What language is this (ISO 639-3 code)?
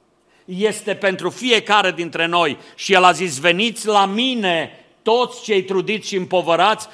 ron